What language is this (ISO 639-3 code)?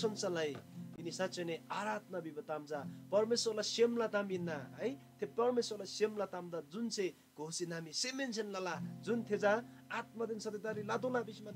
taj